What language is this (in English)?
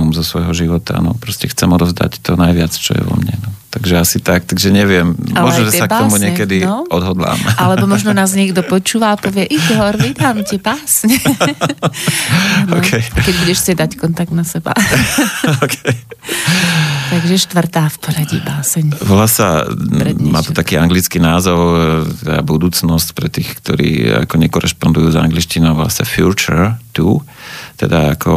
Slovak